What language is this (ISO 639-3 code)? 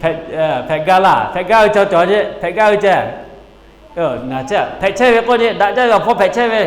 lhu